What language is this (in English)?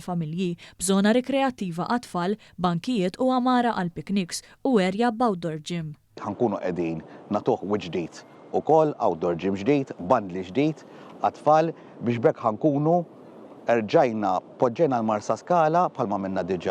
Maltese